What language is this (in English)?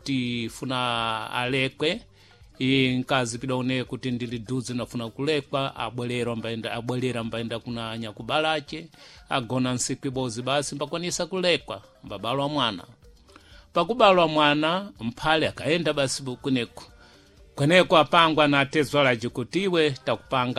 Sena